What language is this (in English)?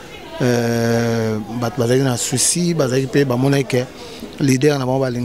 Lingala